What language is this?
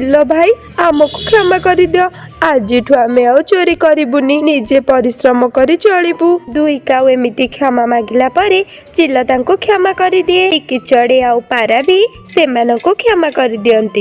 Odia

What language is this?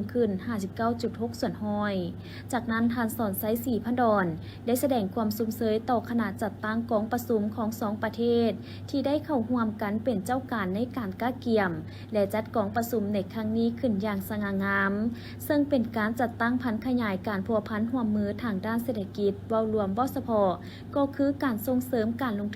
Lao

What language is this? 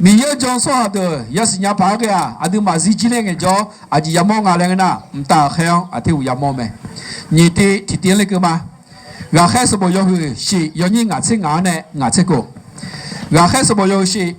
Akha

